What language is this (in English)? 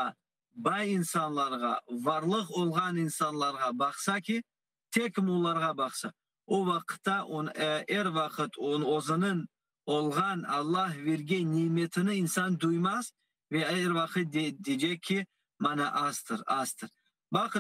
Crimean Tatar